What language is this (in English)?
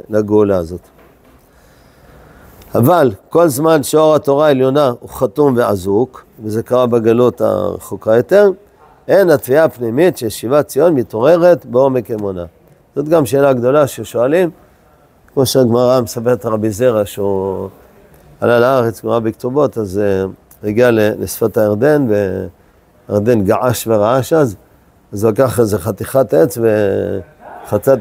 Hebrew